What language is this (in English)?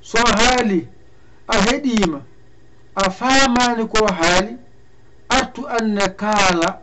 Fula